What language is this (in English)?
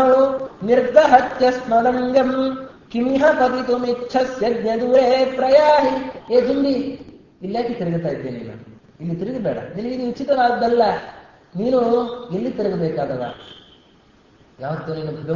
Kannada